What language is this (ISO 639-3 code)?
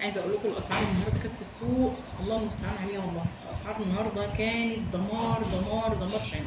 arz